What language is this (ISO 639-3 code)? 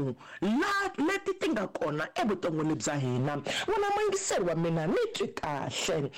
tso